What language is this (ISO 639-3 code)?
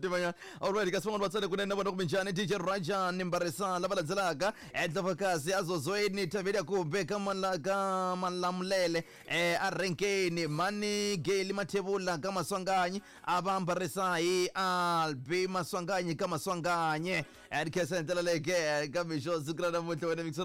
tso